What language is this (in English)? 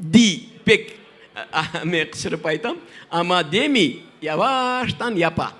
Crimean Tatar